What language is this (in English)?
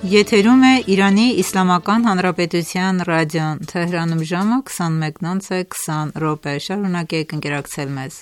Armenian